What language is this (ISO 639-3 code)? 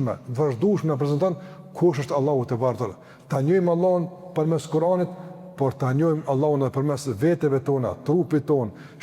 sqi